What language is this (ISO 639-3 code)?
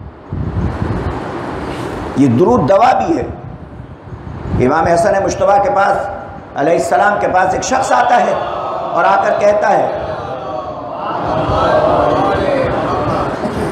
urd